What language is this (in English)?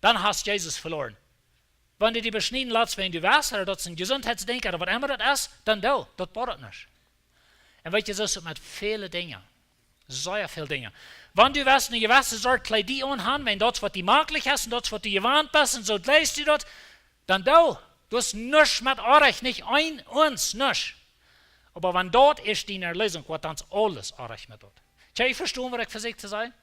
Plautdietsch